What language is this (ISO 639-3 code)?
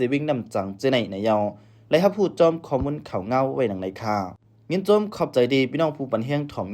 shn